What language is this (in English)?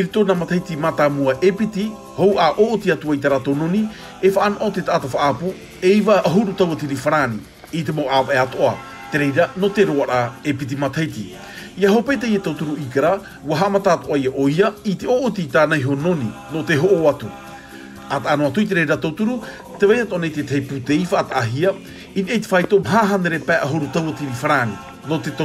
Tahitian